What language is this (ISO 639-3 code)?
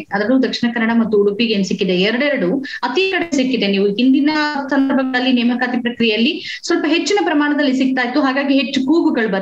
kan